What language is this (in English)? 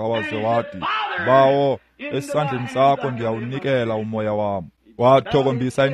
Xhosa